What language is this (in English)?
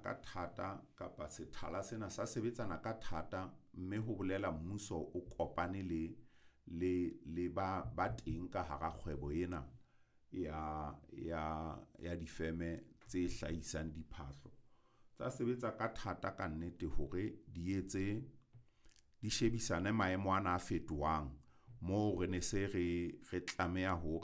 Southern Sotho